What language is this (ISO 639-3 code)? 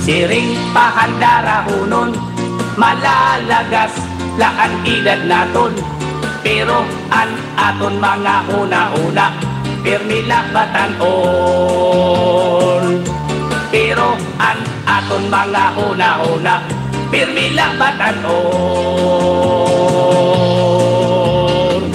war